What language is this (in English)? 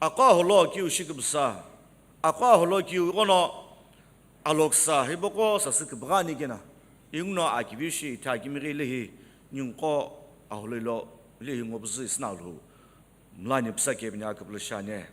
Sumi Naga